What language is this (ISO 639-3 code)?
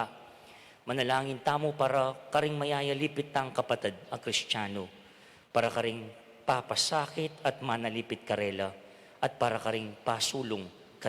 pam